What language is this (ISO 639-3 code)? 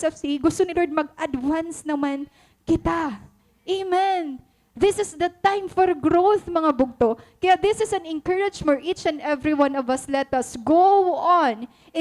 war